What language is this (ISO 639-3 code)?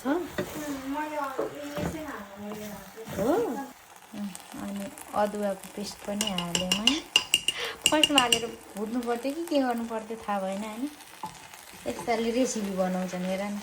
nep